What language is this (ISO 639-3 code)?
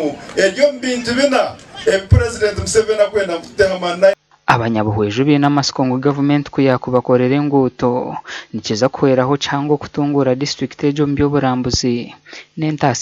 nyn